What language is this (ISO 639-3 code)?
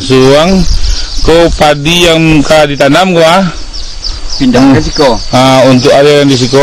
min